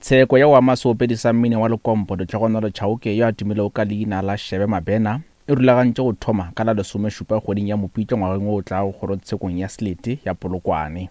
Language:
Northern Sotho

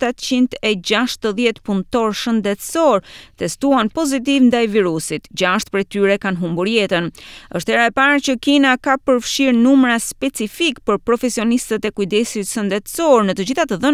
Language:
Albanian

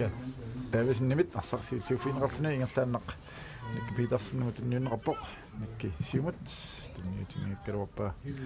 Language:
Kalaallisut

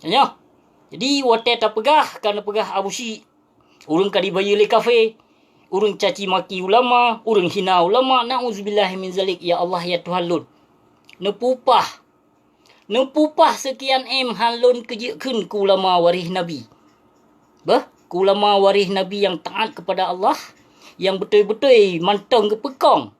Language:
Achinese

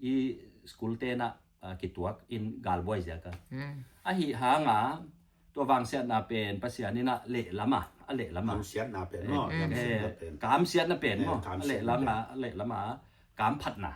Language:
Tedim Chin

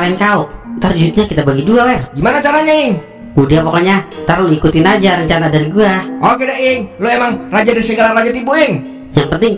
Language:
Betawi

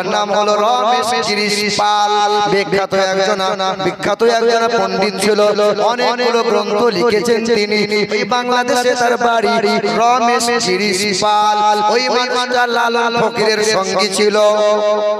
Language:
Bangla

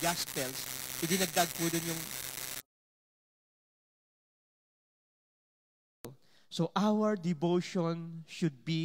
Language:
Filipino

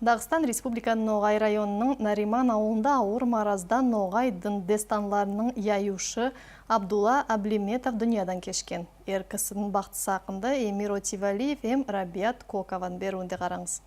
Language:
Nogai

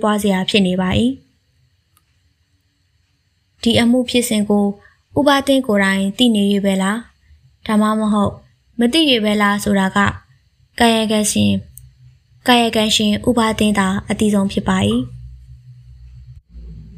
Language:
Burmese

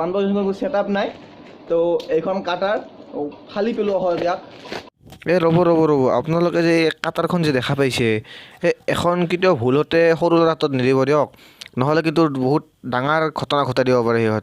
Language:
Assamese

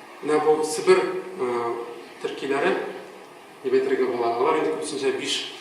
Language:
Tatar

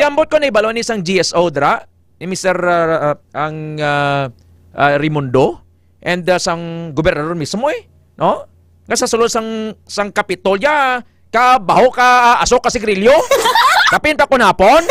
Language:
Hiligaynon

